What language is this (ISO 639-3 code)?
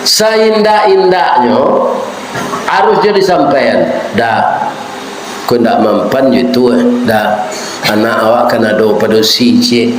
min